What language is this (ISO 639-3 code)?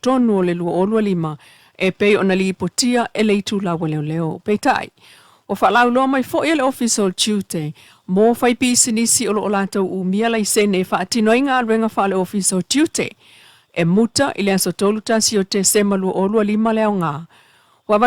smo